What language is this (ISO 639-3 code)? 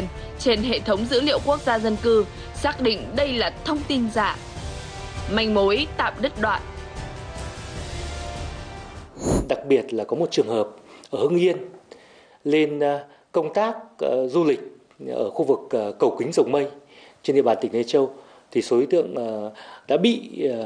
vie